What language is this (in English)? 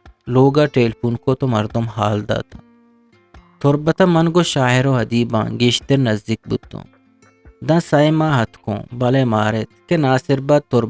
Eastern Balochi